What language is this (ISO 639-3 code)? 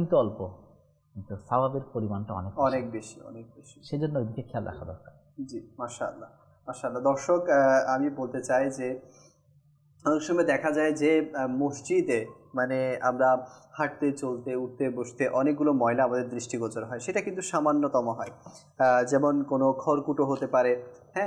ben